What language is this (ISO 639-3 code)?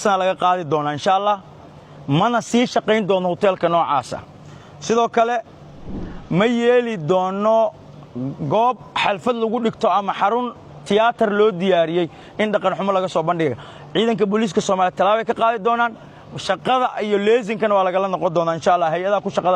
som